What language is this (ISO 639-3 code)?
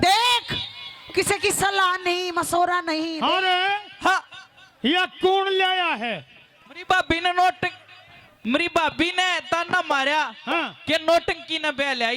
bgc